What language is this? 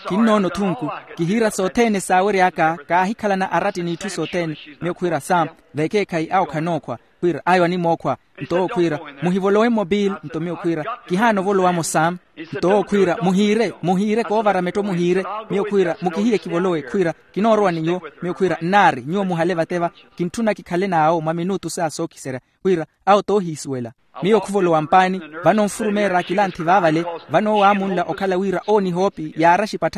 Makhuwa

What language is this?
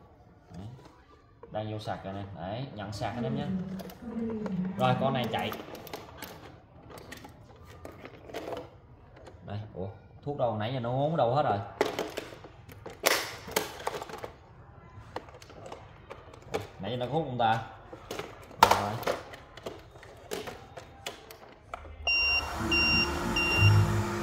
Vietnamese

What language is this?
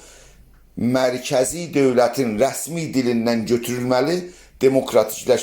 South Azerbaijani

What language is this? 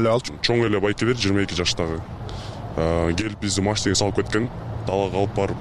Kyrgyz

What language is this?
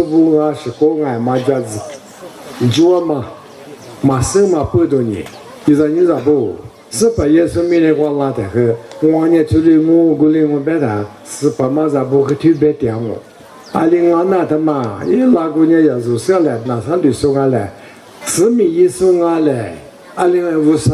Lisu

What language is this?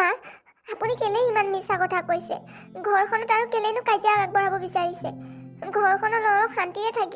Assamese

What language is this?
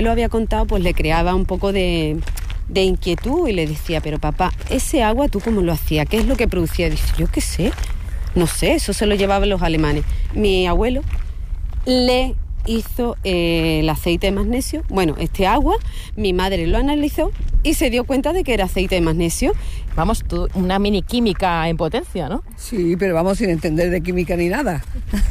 Spanish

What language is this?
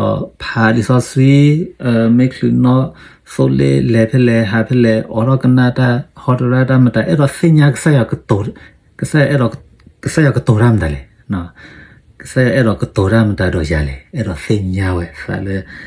S'gaw Karen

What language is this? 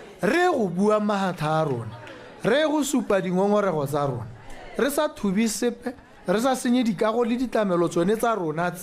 Tswana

